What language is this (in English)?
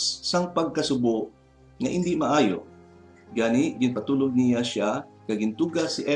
Hiligaynon